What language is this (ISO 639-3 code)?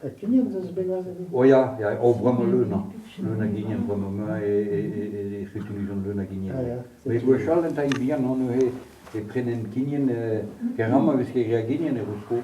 bre